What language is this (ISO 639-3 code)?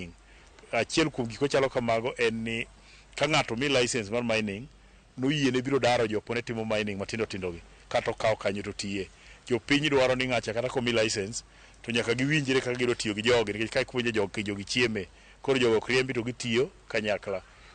luo